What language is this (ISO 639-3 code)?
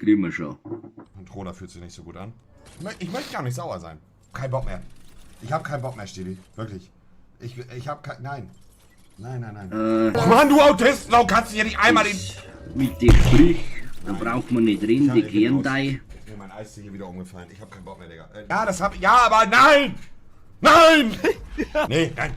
bar